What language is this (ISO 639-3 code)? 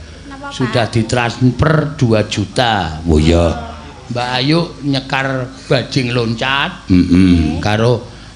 jav